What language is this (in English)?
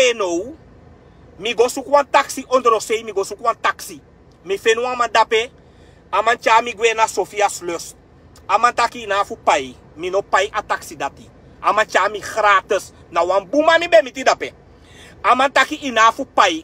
Sranan Tongo